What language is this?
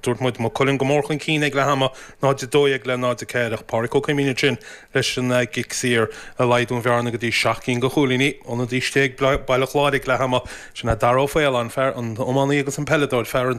Irish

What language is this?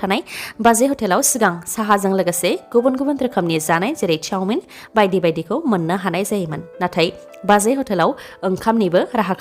Bodo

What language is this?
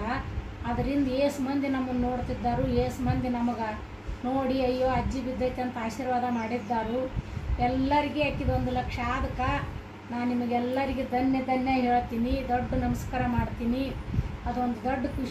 Kannada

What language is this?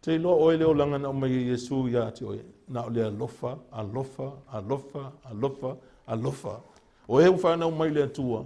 Samoan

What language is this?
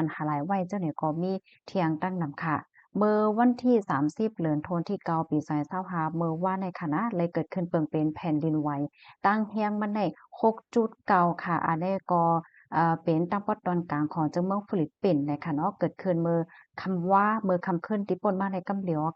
Shan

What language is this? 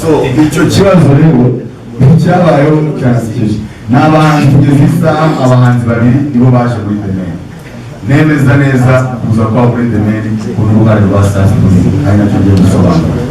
Kinyarwanda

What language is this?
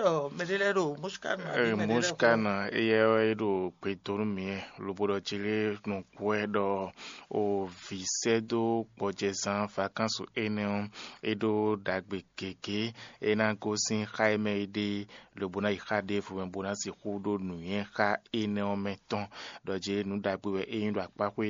Fon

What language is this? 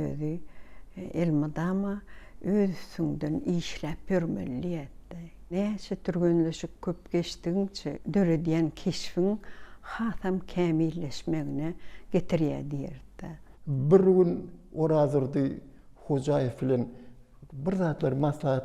Turkmen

